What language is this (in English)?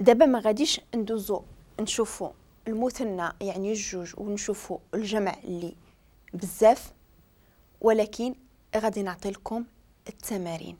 Moroccan Arabic